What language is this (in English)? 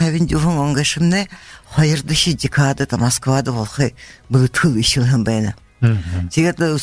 Buriat